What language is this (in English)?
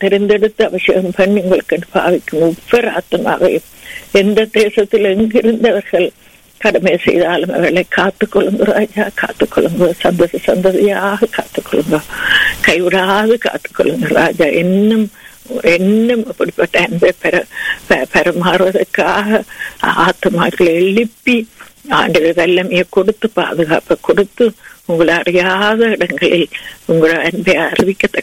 Tamil